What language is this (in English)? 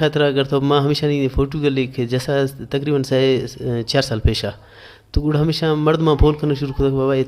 Baluchi